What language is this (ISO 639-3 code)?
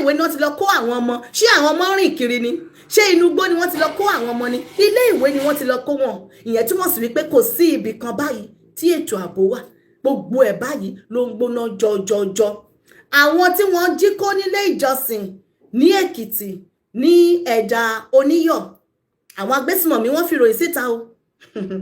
yor